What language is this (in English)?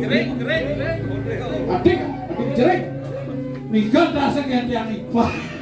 Balinese